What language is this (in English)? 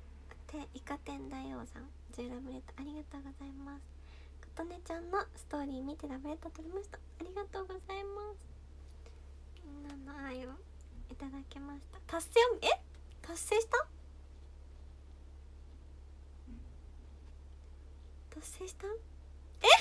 Japanese